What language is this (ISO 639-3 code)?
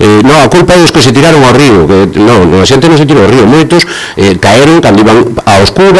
glg